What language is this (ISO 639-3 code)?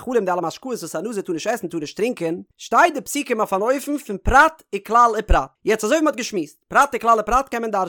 yid